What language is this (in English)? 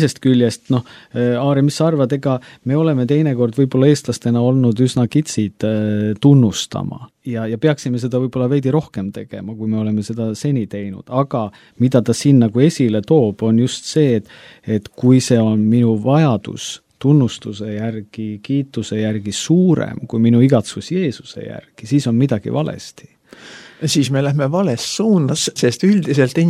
Estonian